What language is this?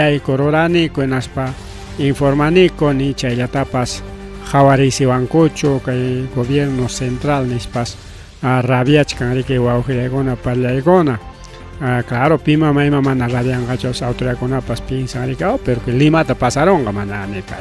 Ayacucho Quechua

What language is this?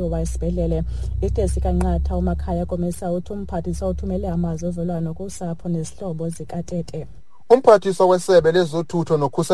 Xhosa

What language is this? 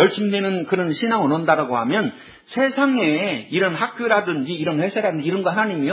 Korean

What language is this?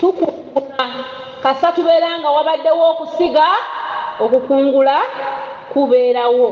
Ganda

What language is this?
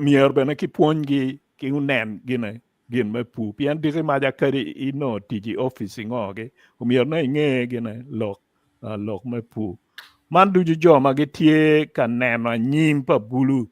Acoli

